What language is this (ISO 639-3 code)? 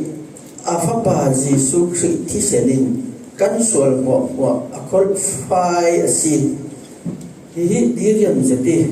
cfm